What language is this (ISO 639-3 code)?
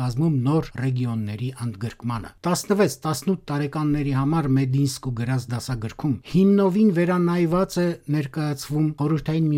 hye